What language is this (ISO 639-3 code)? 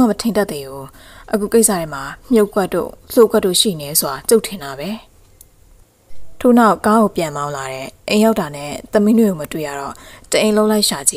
mya